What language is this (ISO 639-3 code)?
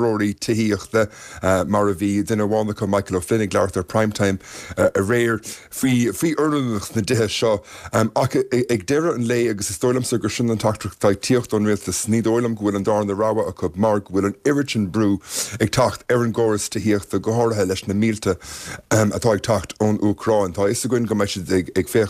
gle